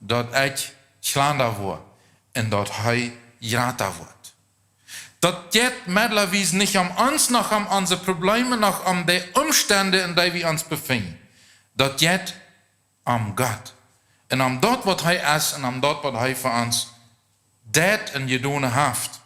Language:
Plautdietsch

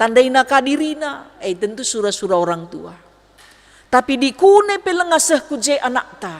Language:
Batak Karo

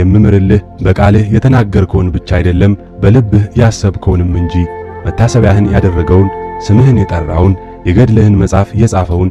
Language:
Amharic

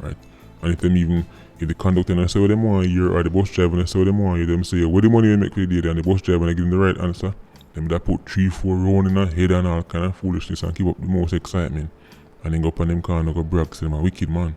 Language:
Jamaican Creole English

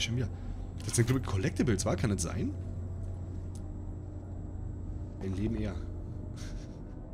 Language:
German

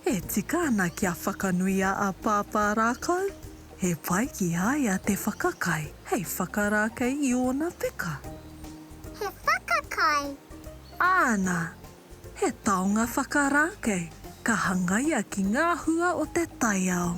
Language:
Māori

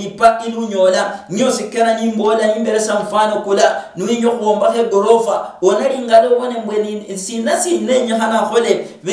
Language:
Luyia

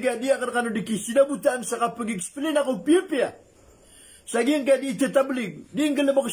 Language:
Maranao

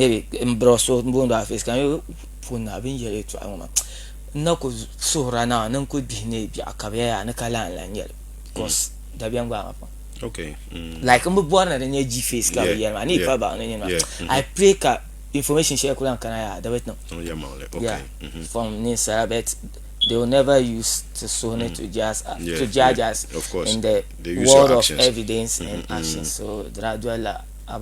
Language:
Dagbani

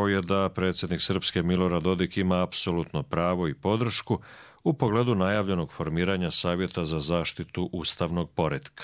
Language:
Croatian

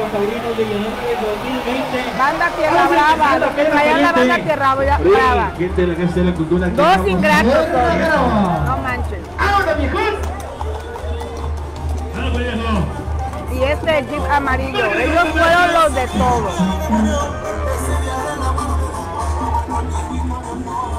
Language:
Spanish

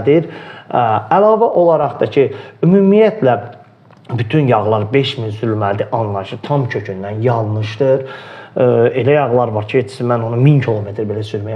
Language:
Azerbaijani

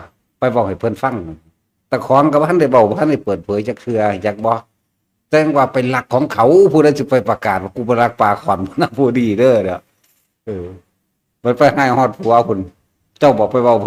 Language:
Northeastern Thai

